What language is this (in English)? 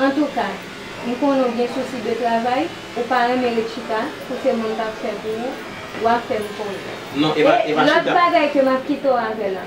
Haitian Creole